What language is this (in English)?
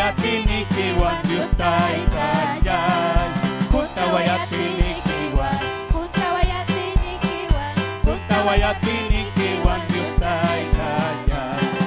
Ayacucho Quechua